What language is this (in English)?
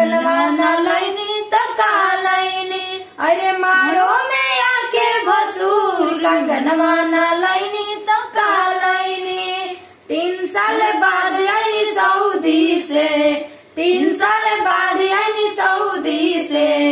Bhojpuri